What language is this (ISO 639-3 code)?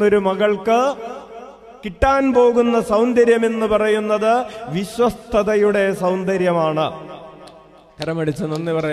mal